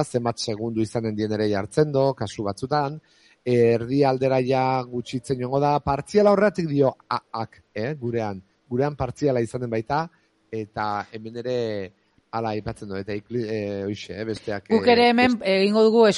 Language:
Basque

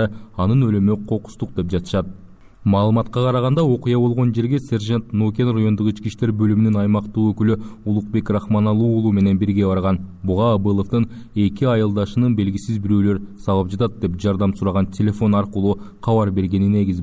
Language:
Kyrgyz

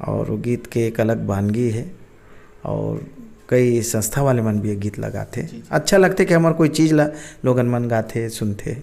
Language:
Chhattisgarhi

